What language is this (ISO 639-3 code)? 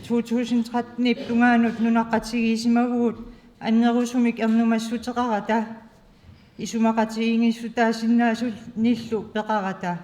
kal